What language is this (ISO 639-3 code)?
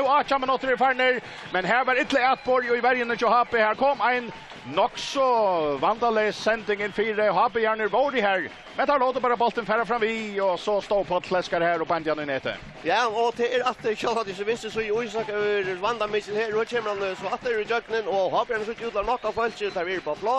fao